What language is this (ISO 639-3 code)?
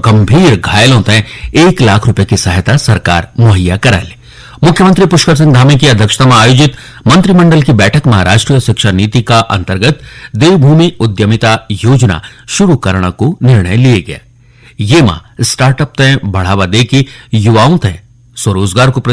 gbm